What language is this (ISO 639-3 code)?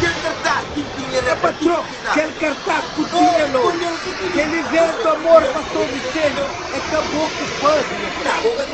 kea